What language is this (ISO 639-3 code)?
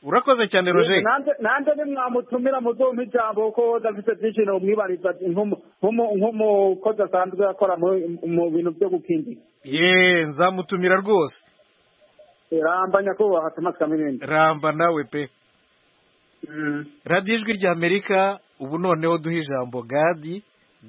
kin